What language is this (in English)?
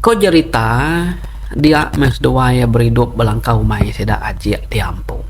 Iban